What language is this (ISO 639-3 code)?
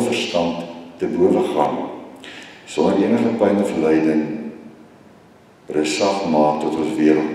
afr